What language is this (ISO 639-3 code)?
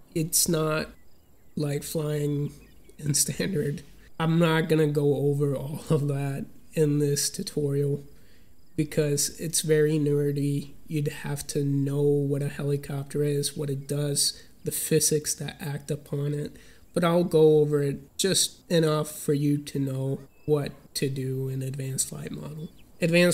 eng